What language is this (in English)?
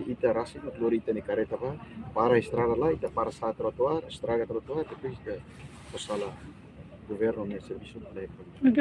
Tetum